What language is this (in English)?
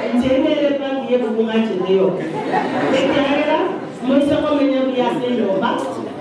Gusii